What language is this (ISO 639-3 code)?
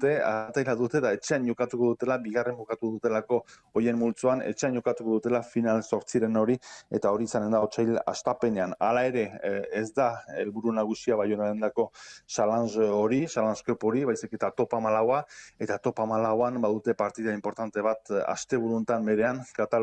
eus